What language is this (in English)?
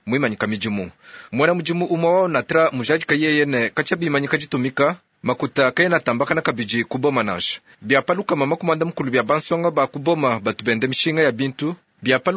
Luba-Lulua